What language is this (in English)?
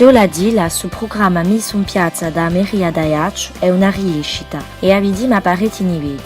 Corsican